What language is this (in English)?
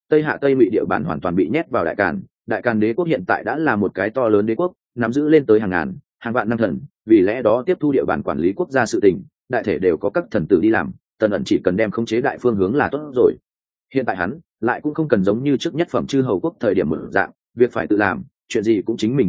Vietnamese